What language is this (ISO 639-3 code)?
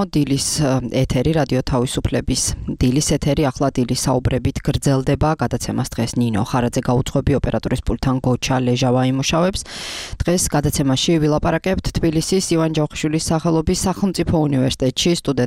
kat